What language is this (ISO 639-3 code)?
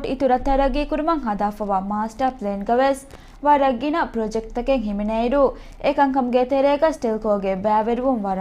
div